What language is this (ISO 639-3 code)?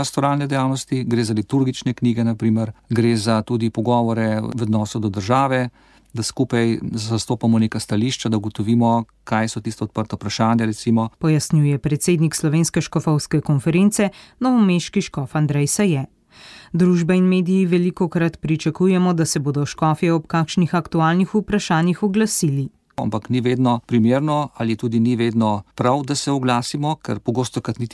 slv